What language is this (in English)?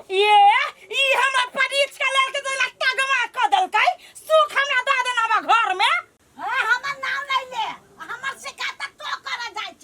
Maithili